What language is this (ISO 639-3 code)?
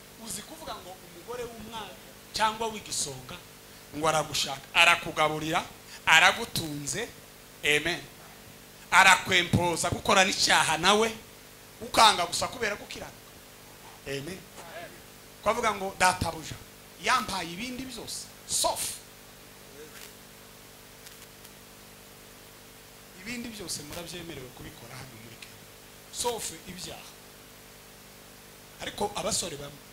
kin